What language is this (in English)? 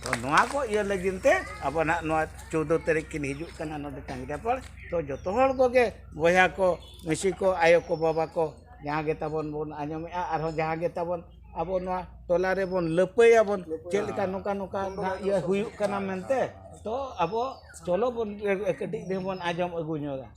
Santali